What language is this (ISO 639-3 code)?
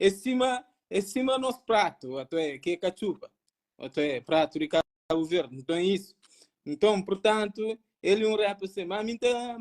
kea